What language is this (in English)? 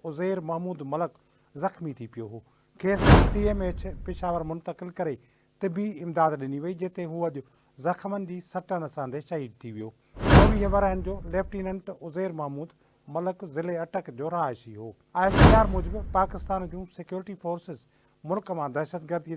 Sindhi